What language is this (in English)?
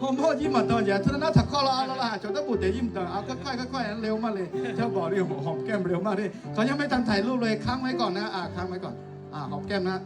Akha